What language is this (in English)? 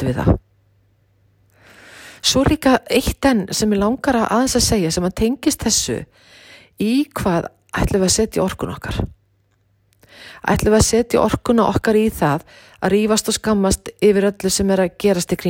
Icelandic